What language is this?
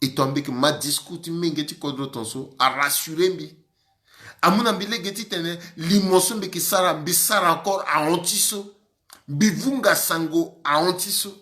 Sango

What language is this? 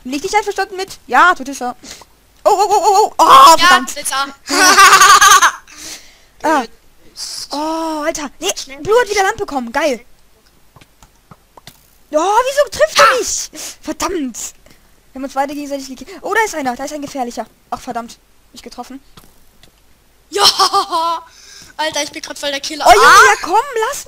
German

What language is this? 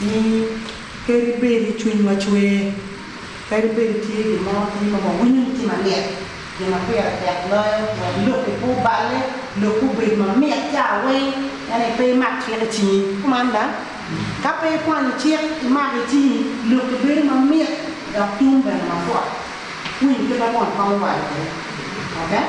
Acoli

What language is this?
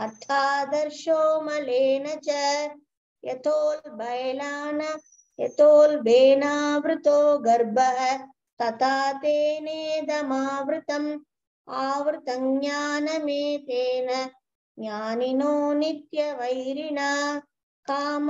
Sanskrit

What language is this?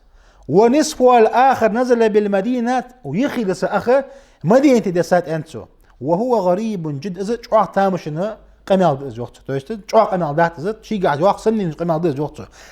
Ingush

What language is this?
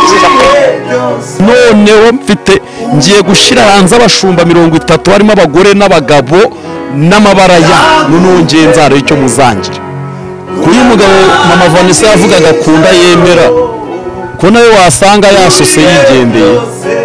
Kinyarwanda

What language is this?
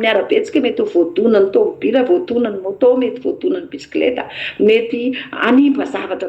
Malagasy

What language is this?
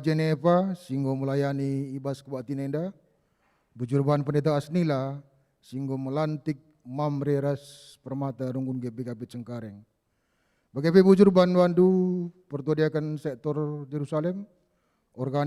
Batak Karo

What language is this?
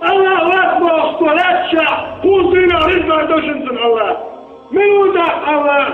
Chechen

